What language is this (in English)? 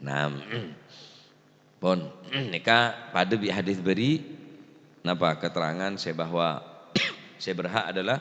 Madurese